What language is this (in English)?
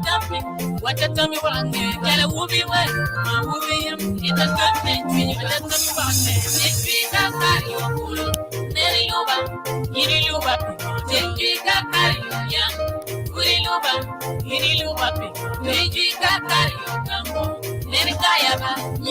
Acoli